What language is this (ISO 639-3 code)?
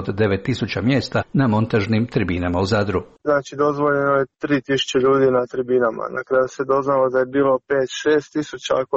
hrv